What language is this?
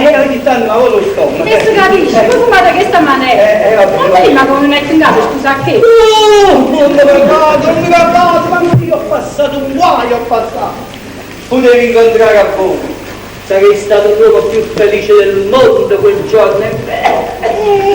Neapolitan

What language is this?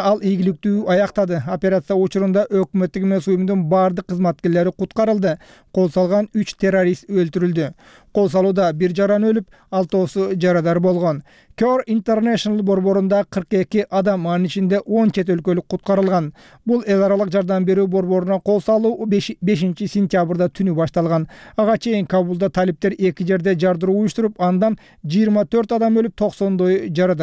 Kyrgyz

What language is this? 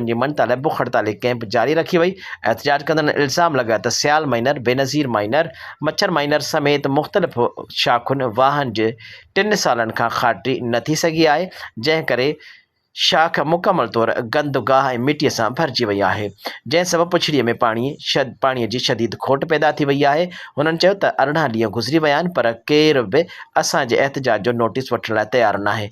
Sindhi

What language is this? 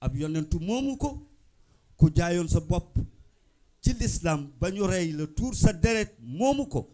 Wolof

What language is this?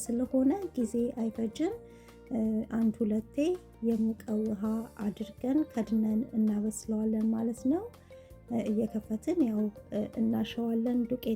Amharic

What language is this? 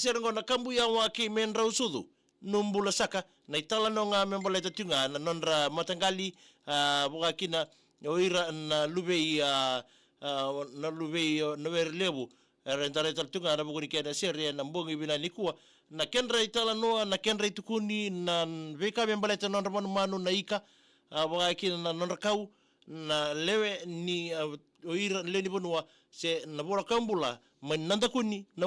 Fijian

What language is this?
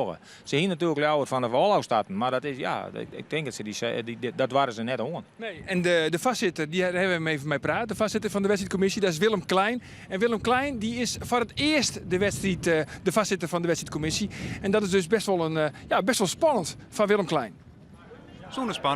Western Frisian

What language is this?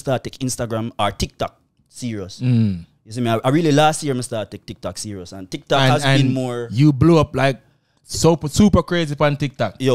Jamaican Creole English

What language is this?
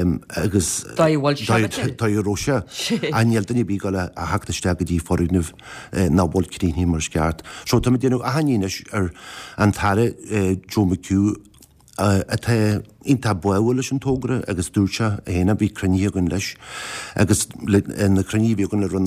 Irish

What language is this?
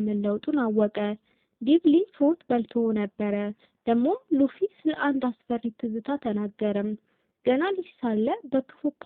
Amharic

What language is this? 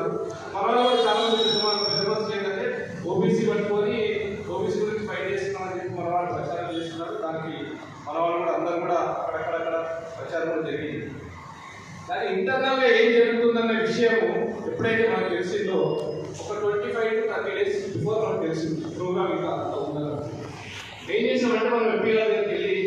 Telugu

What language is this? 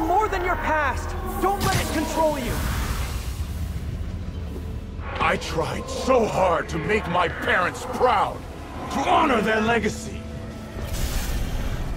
English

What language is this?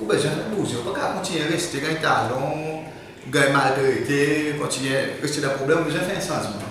Seselwa Creole French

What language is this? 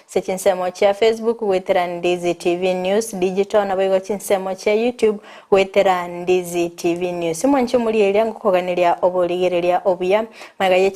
Gusii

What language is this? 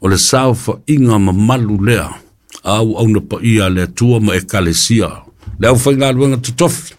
Samoan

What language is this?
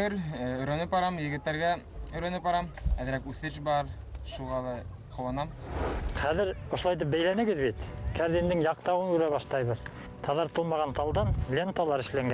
Bashkir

